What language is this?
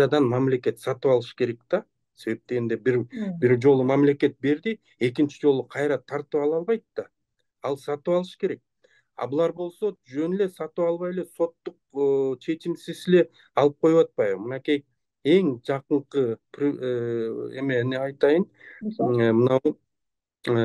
Kyrgyz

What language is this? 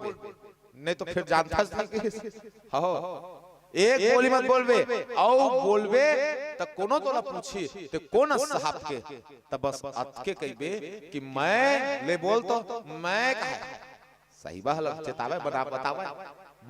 Chhattisgarhi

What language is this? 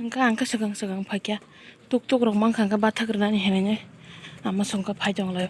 Kok Borok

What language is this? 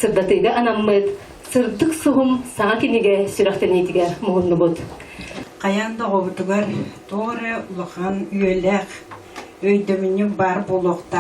Yakut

